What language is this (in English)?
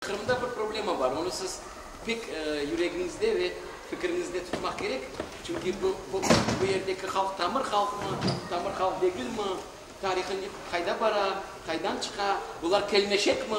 Crimean Tatar